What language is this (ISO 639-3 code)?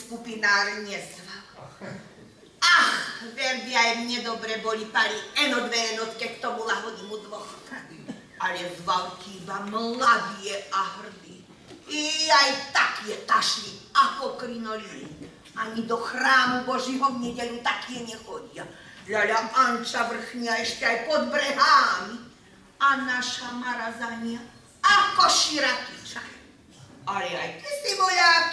slk